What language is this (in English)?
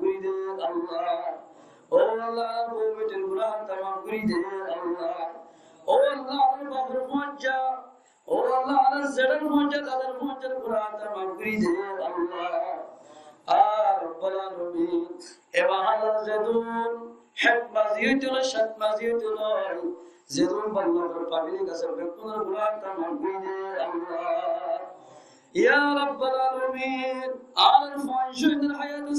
Rohingya